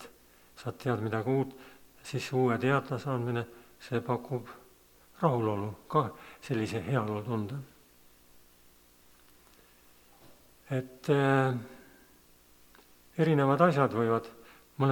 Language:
Estonian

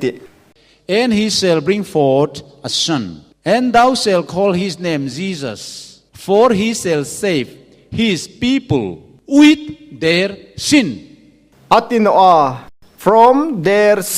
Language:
Hmar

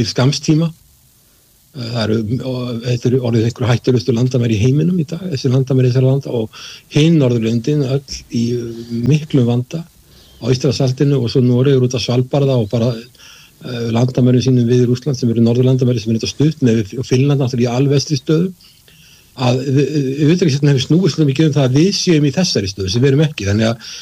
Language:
Icelandic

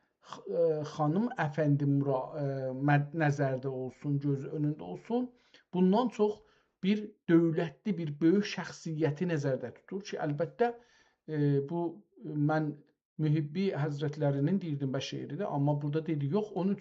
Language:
South Azerbaijani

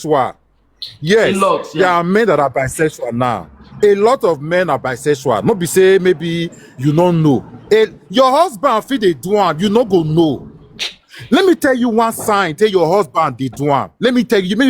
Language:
Nigerian Pidgin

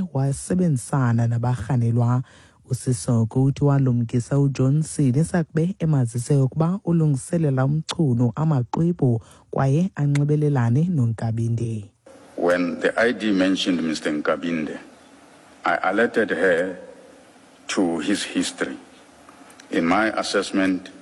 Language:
Xhosa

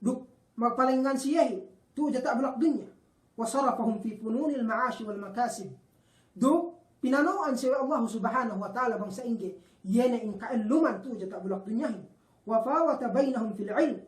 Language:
Yakan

